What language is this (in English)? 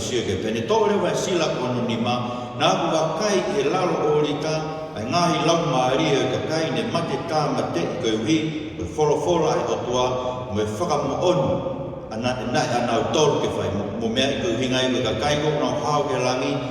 Tongan